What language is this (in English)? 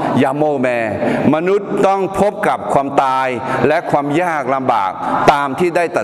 Akha